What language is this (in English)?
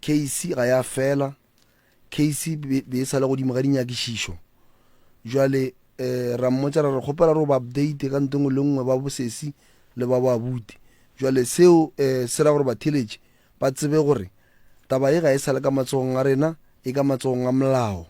Northern Sotho